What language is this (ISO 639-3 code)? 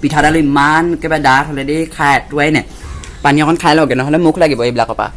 asm